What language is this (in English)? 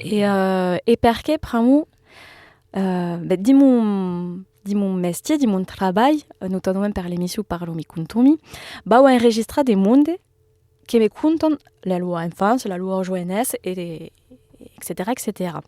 Occitan